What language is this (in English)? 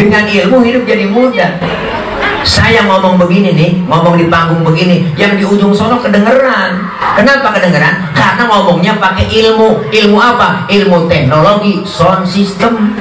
Betawi